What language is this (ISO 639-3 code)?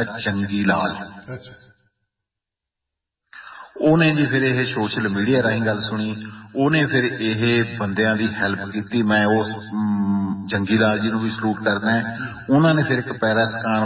pan